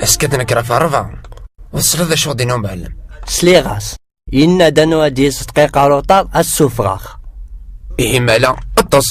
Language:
Kabyle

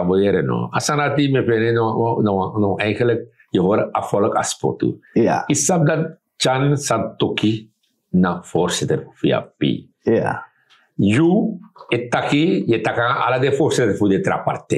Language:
Sranan Tongo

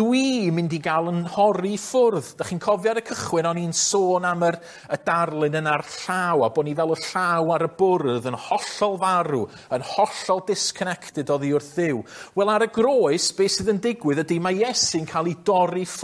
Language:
Welsh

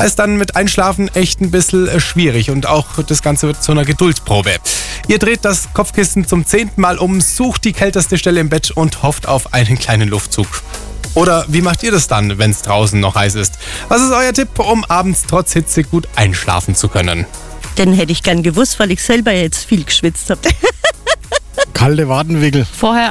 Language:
German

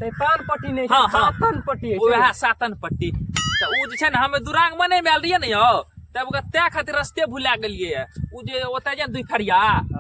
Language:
Maithili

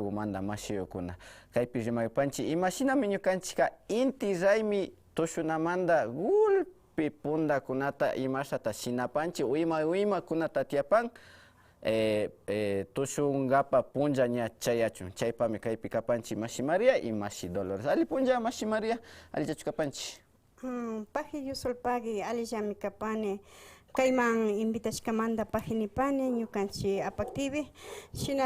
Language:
Imbabura Highland Quichua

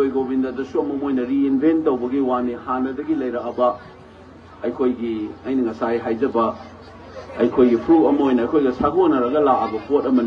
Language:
Manipuri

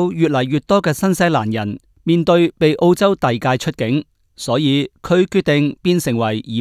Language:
Cantonese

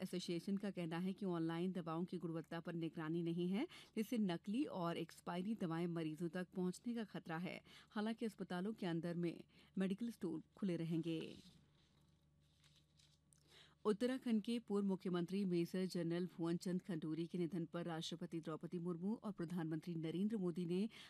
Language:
Hindi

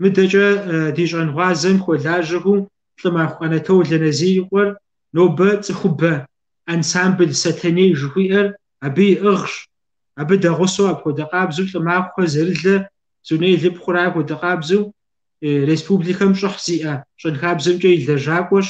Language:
Kabardian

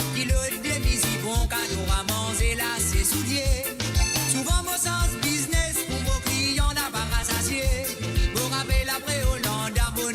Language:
Morisyen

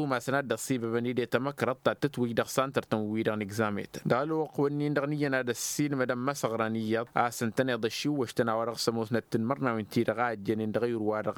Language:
Tamasheq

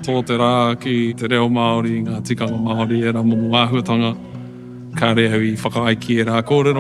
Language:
Māori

